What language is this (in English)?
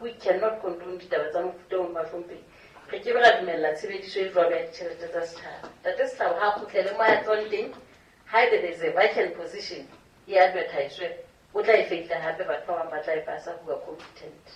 Southern Sotho